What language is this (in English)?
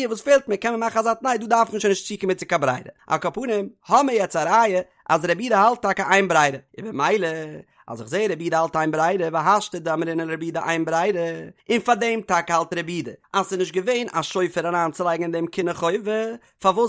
Yiddish